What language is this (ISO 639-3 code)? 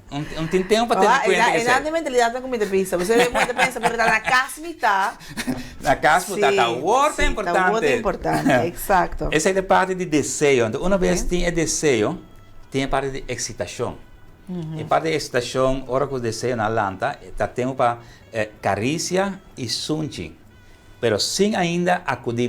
pap